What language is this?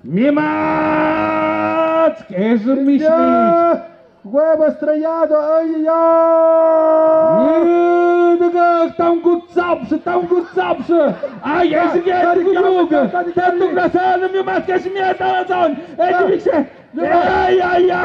Tlahuitoltepec Mixe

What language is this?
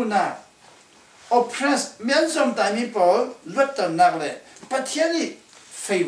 Falam Chin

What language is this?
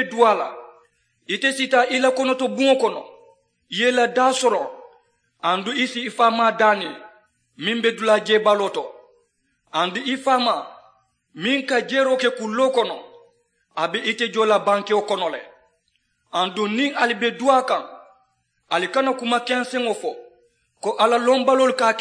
Mandingo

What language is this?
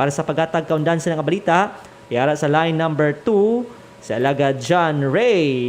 Hiligaynon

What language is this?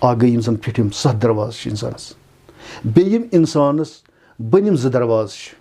Kashmiri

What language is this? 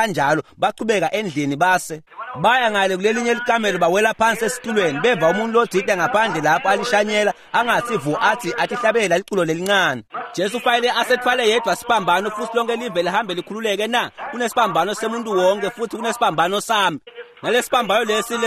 Swati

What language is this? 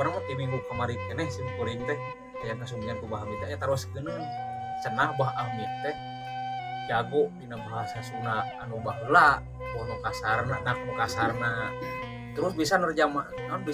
Sundanese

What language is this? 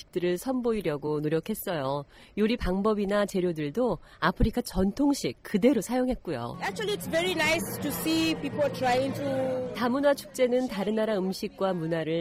Korean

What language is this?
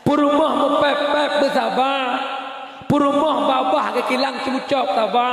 Achinese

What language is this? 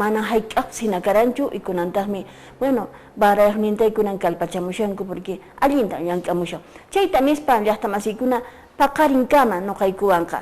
Quechua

